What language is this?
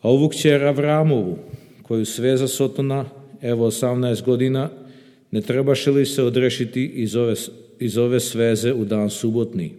Serbian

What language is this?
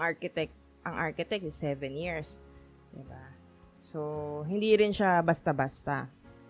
Filipino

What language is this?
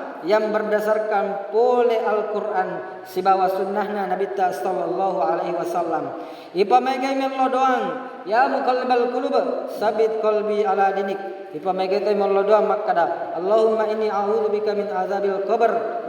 Buginese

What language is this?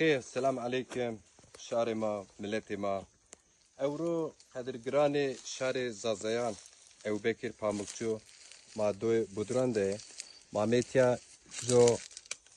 Zaza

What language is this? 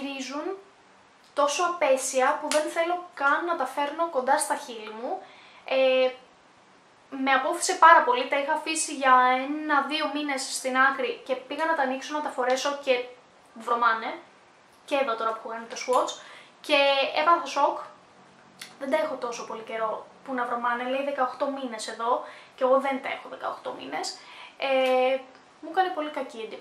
Greek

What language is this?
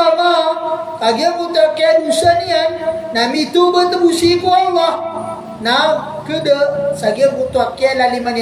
Maranao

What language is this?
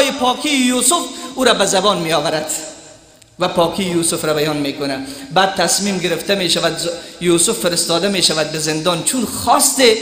Persian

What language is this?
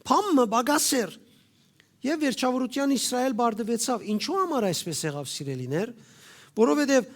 Western Armenian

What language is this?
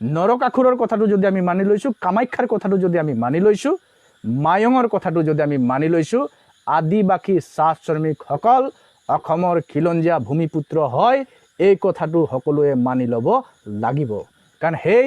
Assamese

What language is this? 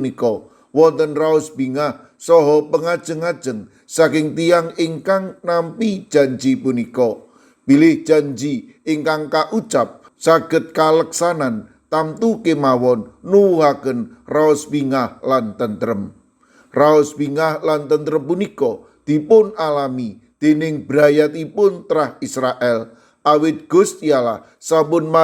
Javanese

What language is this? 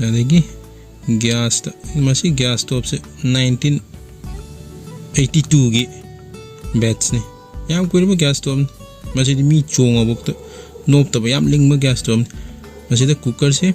Manipuri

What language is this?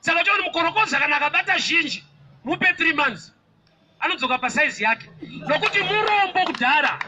Shona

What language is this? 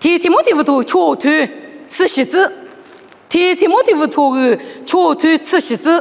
Lisu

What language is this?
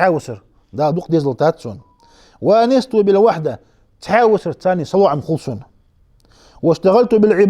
Ingush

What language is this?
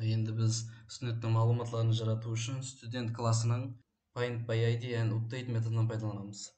Kara-Kalpak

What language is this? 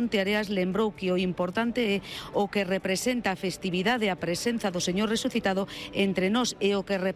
Galician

